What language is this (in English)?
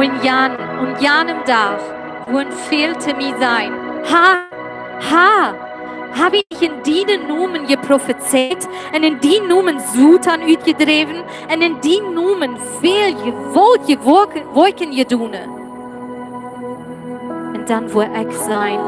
Plautdietsch